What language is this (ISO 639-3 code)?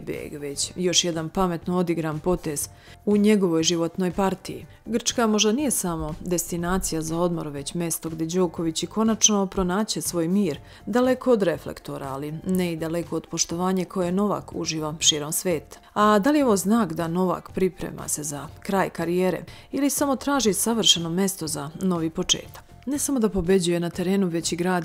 srp